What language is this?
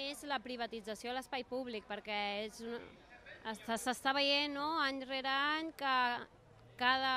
Catalan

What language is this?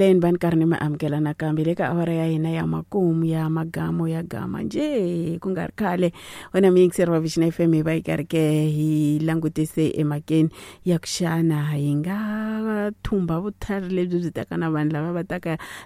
Tsonga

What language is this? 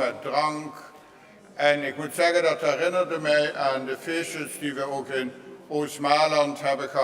Papiamento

